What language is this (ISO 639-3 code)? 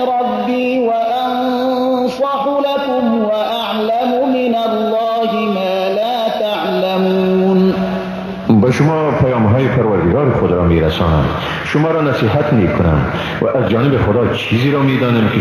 fas